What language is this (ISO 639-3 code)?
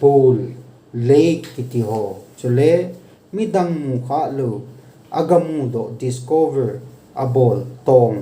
tcz